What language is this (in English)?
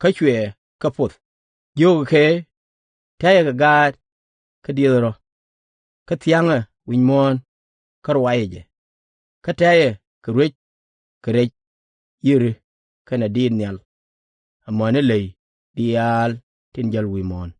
Nuer